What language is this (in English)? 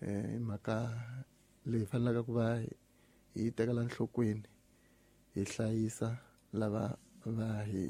Tsonga